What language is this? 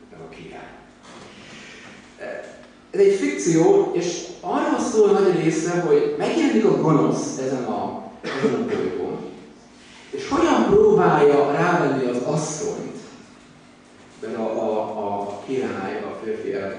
Hungarian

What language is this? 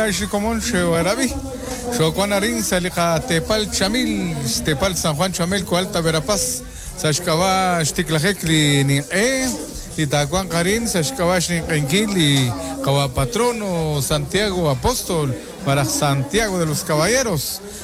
Kekchí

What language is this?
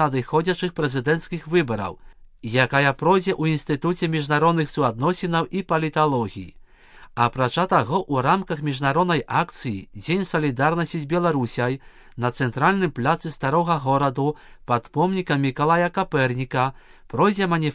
Belarusian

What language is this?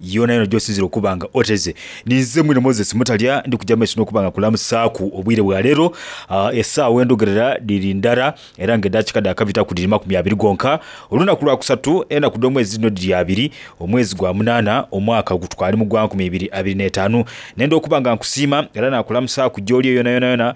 Soga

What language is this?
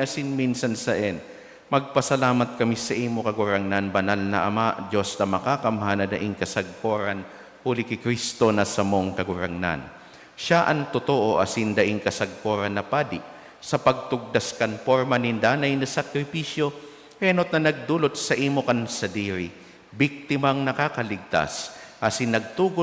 Bikol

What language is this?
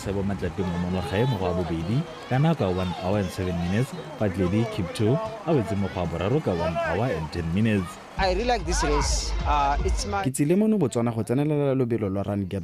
Tswana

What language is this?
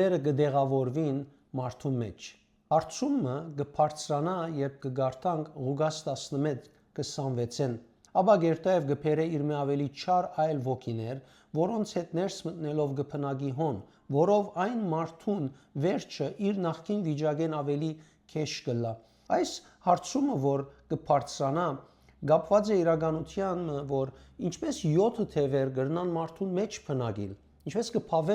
Western Armenian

